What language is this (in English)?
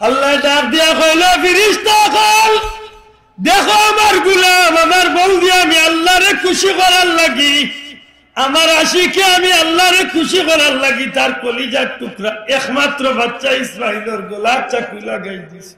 Sylheti